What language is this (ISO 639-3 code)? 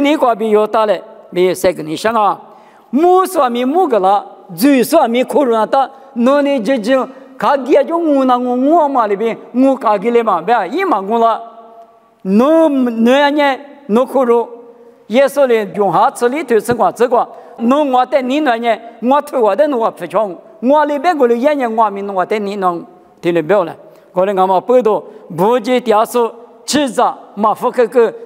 lis